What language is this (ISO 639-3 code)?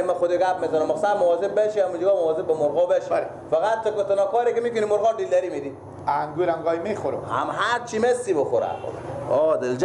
fas